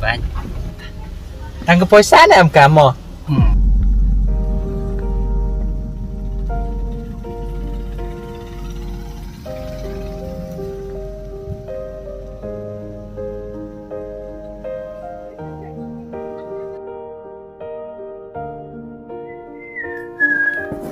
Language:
Malay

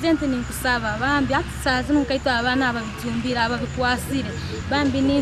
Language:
Nyankole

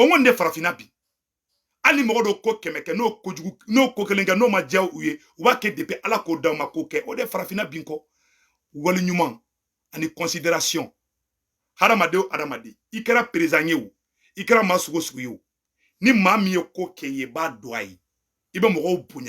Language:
Bambara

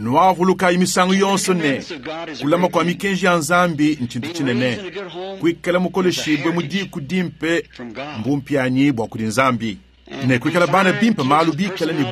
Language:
Luba-Lulua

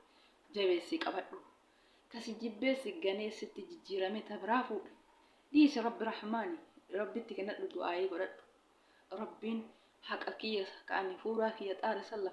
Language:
Oromo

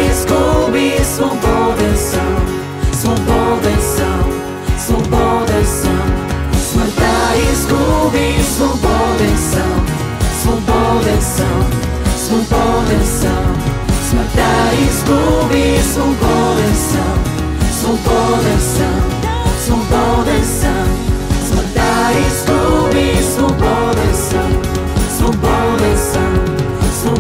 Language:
Bulgarian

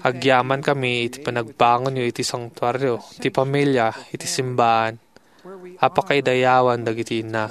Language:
Iloko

